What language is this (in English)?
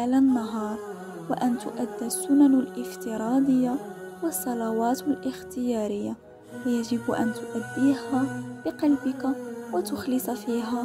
Arabic